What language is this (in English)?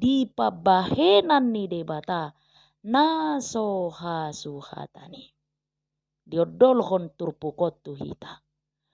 Batak Toba